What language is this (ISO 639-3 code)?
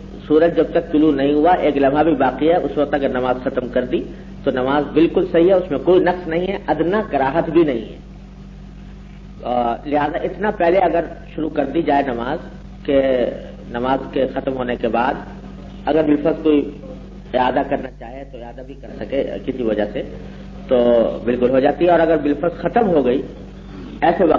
urd